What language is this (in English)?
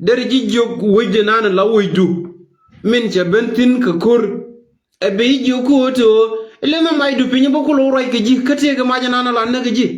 Nuer